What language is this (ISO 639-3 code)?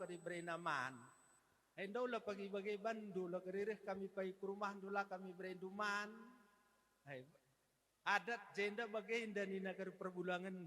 btx